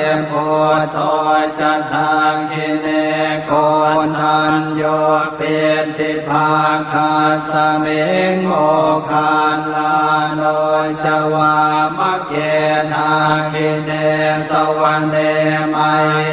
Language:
Pali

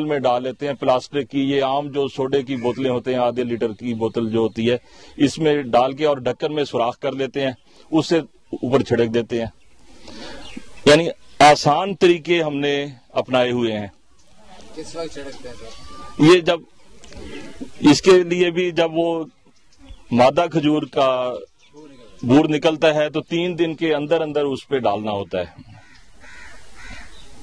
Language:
Urdu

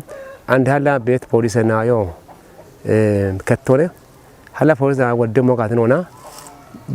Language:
Kafa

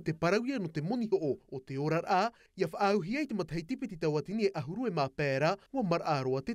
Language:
Tahitian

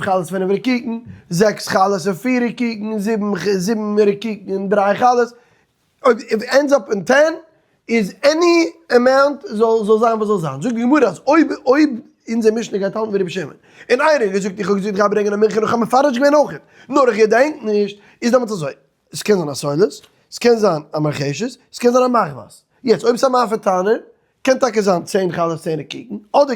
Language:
Yiddish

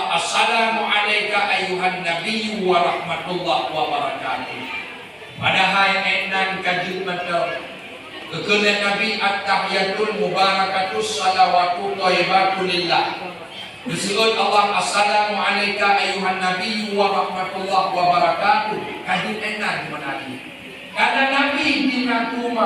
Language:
Achinese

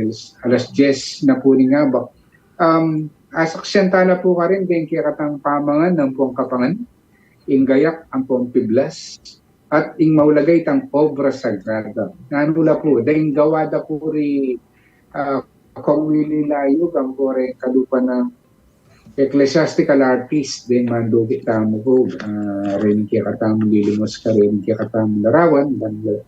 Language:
Pampanga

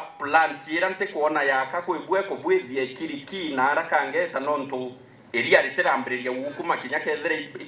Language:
Meru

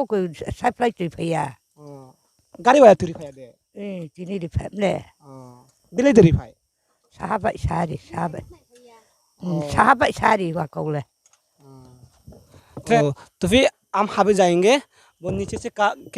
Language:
Riang (India)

